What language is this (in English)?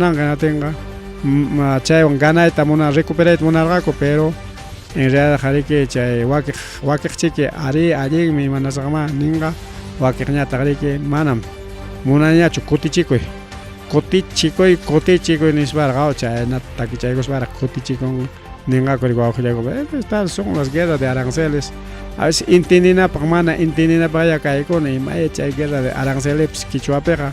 Ayacucho Quechua